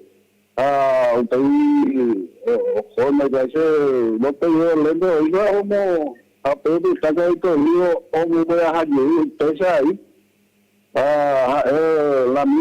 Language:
Guarani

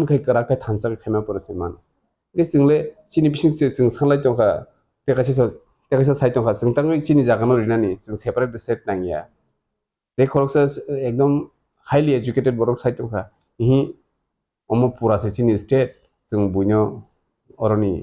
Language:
Kok Borok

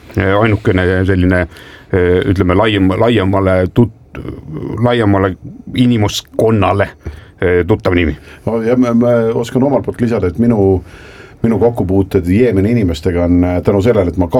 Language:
Estonian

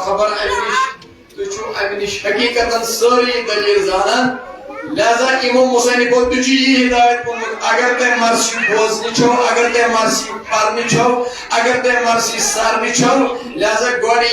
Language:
Kashmiri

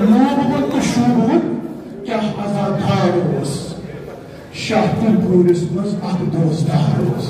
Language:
Kashmiri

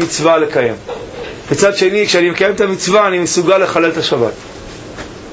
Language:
Hebrew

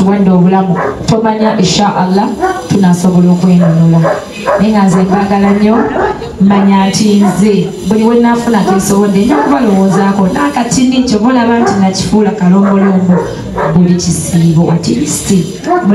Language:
Ganda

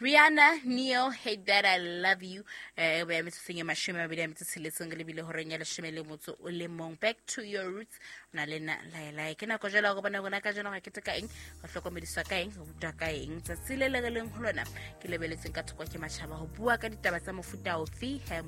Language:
Southern Sotho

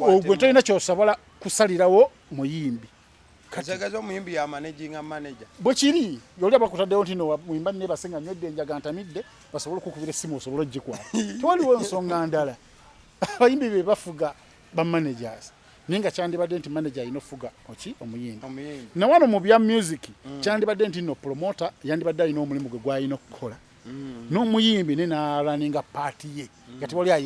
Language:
Ganda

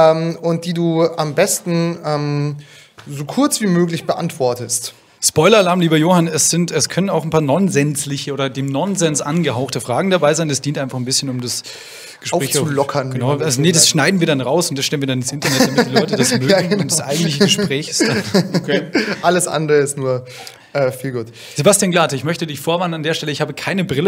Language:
German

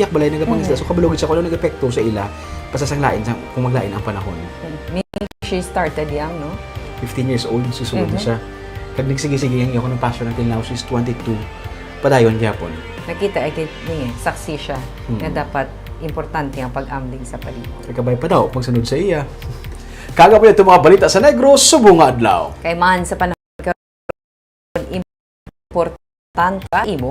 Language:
Hiligaynon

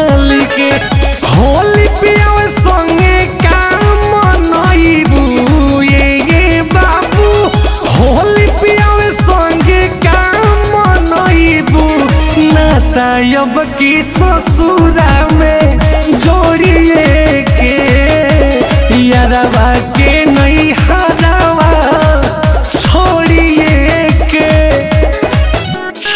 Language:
Bhojpuri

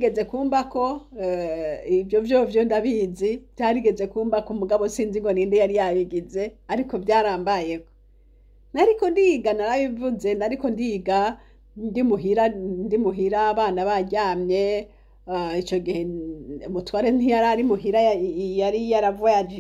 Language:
Rundi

